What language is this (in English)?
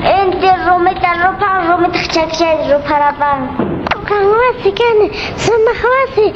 Quechua